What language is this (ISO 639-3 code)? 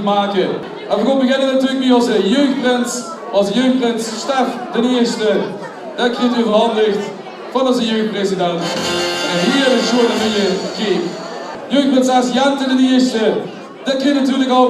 lim